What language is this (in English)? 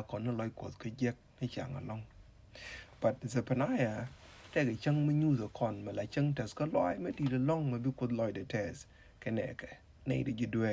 Nuer